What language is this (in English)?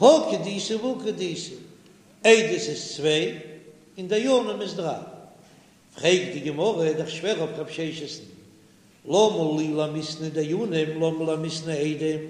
Yiddish